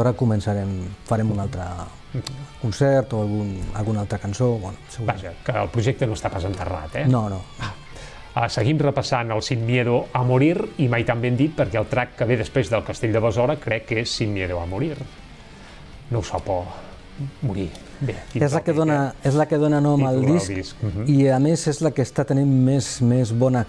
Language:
Catalan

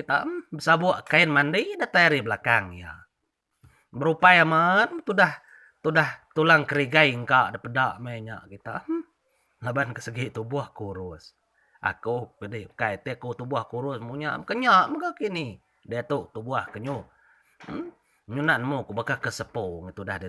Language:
Iban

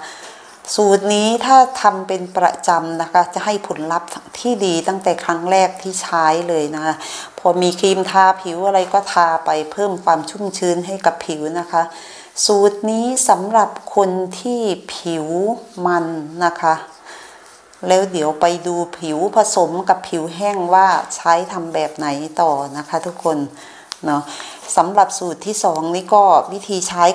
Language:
Thai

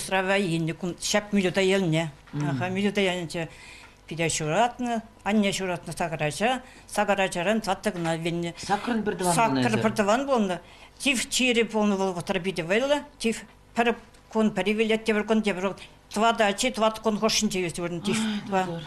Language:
Chuvash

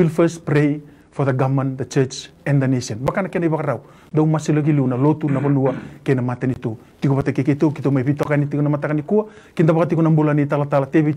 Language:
Fijian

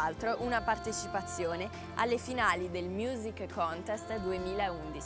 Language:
Italian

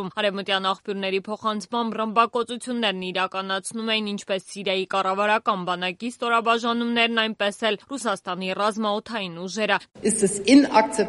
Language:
Armenian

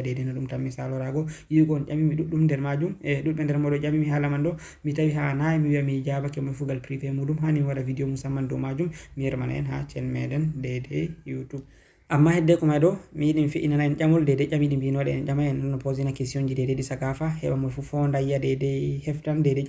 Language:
Fula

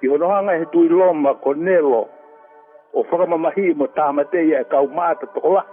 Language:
Tongan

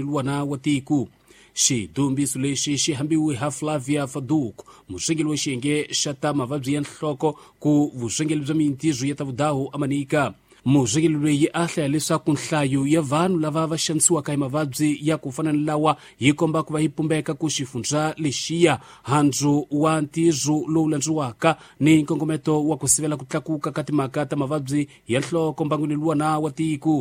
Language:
Tsonga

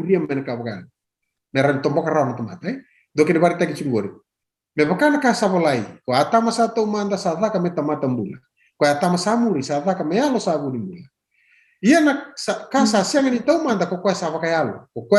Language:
Fijian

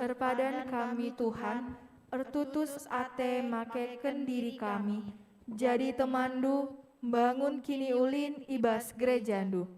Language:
Batak Karo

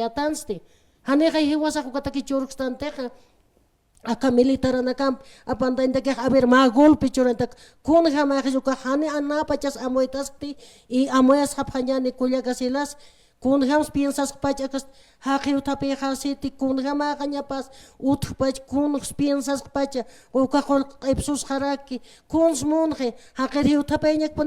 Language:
Aymara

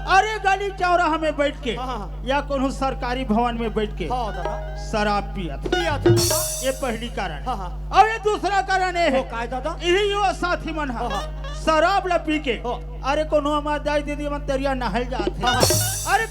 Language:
Chhattisgarhi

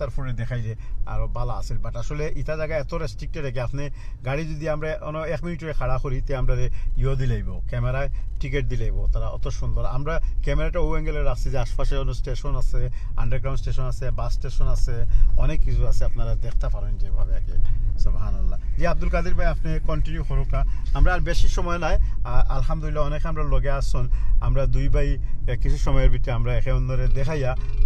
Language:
Sylheti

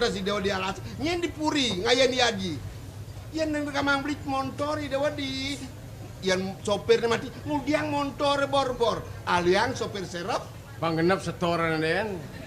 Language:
Balinese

